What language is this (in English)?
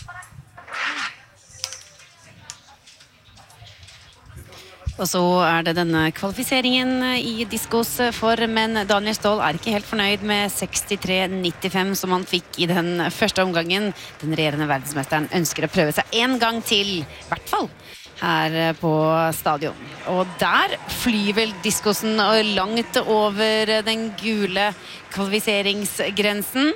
Norwegian